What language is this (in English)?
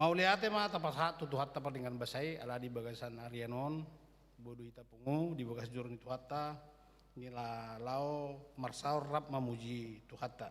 Batak Toba